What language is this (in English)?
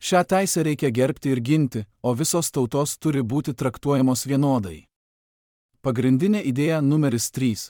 Lithuanian